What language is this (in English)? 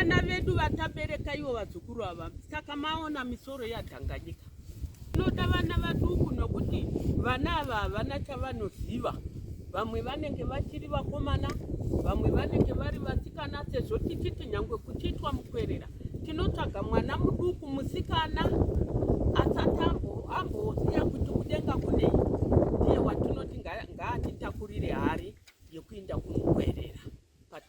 Shona